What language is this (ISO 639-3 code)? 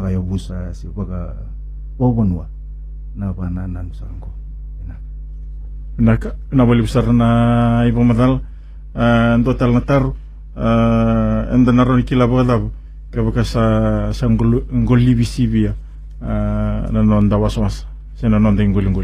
fij